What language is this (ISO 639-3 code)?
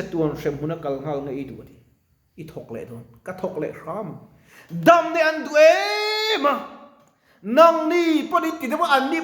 lus